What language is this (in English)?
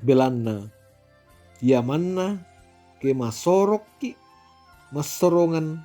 Toraja-Sa'dan